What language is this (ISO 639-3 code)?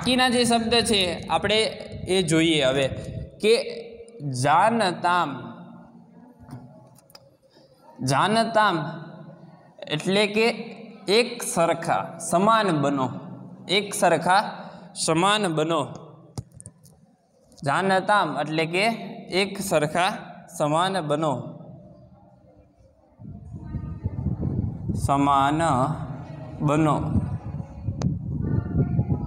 guj